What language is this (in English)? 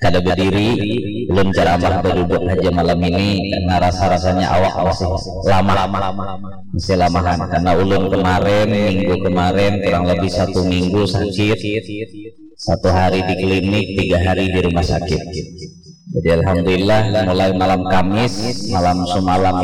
Banjar